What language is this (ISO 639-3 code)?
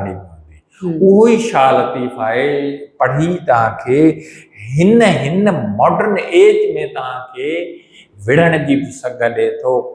snd